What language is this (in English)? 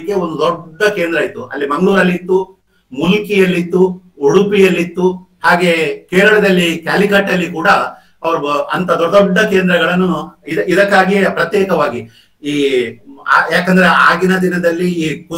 Kannada